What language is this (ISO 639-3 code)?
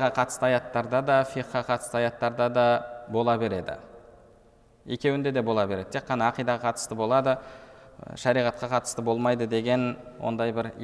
kaz